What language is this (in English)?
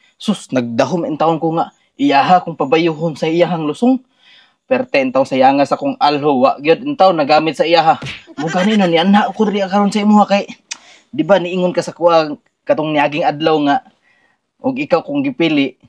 Cebuano